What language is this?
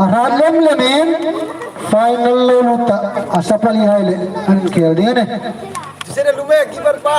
Hmar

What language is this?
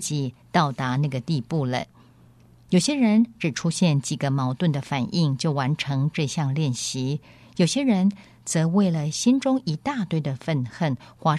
Chinese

